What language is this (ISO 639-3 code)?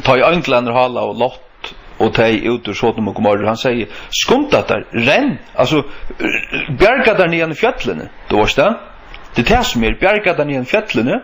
fao